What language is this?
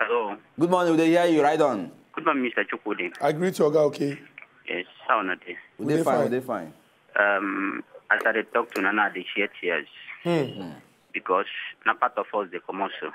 Nigerian Pidgin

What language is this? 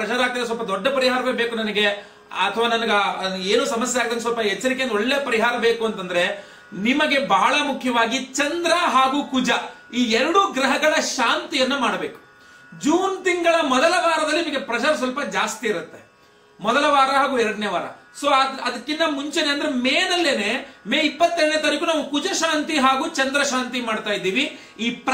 Kannada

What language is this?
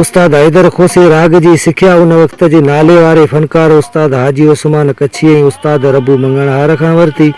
Sindhi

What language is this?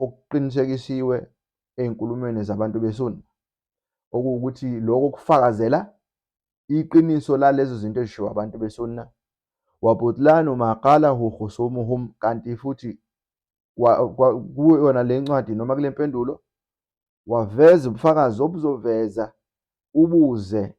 Zulu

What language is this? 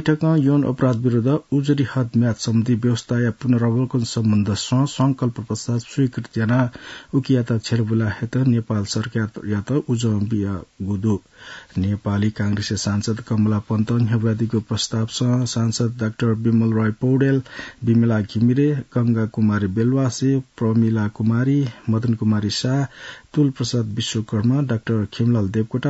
Newari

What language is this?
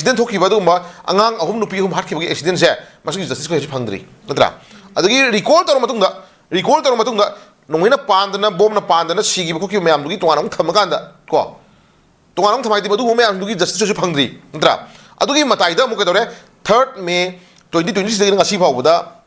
Manipuri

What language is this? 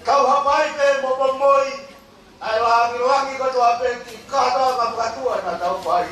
Tongan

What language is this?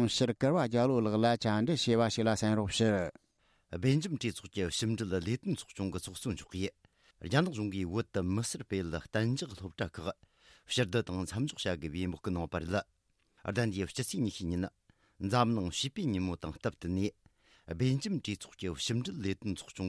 Tibetan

